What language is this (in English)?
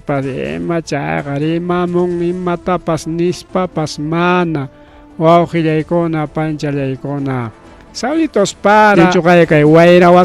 Ayacucho Quechua